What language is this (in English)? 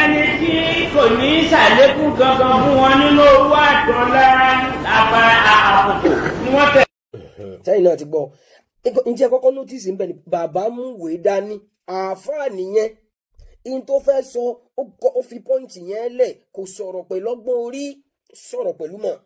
Yoruba